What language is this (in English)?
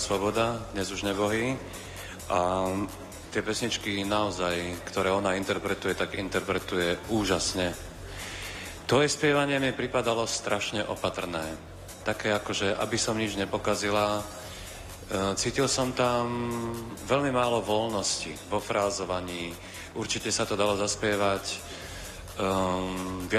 Slovak